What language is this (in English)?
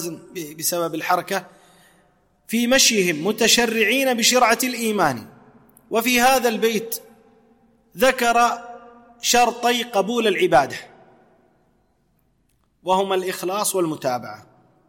Arabic